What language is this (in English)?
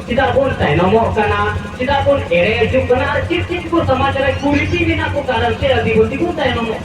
Santali